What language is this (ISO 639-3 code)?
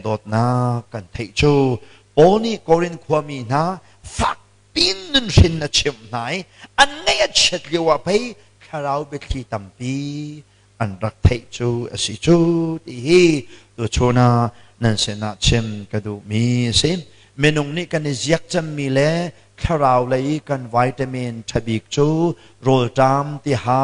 cnh